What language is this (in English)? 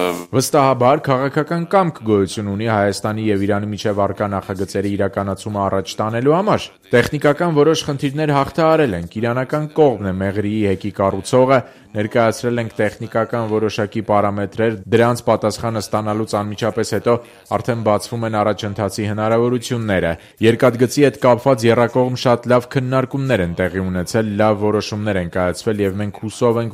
Armenian